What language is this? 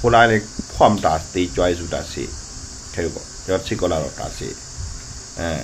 Shan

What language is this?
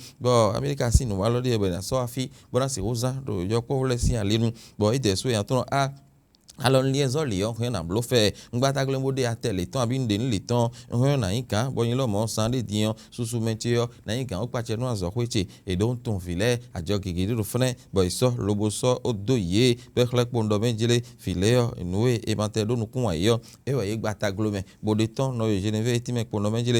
Fon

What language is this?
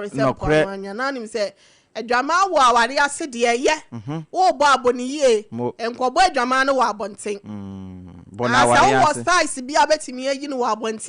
Akan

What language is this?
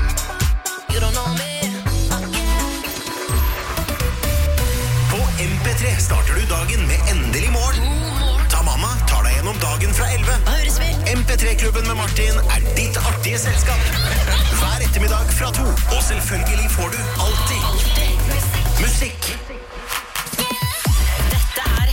Norwegian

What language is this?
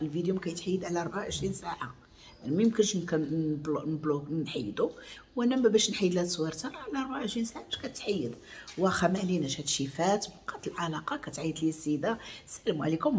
Moroccan Arabic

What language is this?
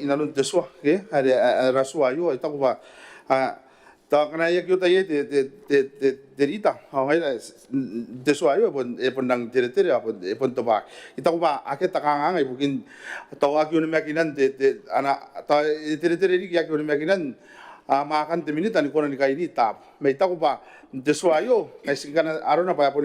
Gilbertese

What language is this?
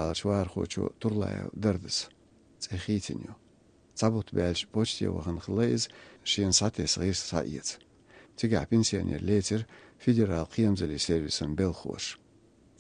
Chechen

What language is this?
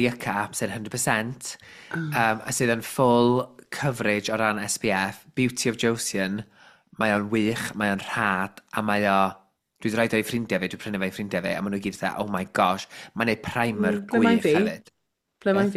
Welsh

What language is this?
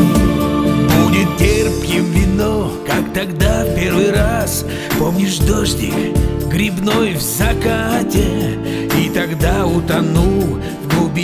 Russian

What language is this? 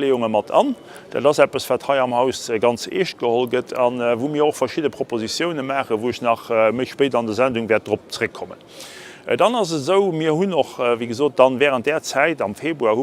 Luxembourgish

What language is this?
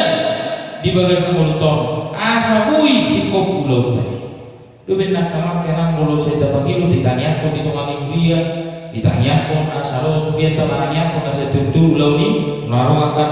Batak Toba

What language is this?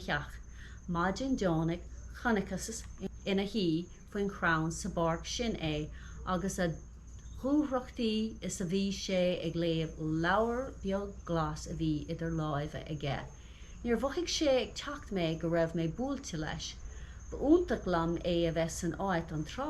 Irish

